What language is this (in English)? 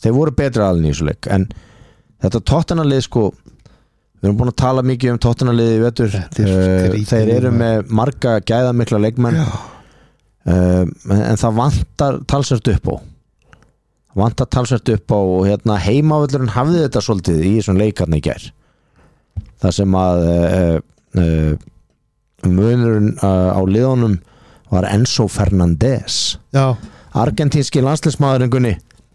Icelandic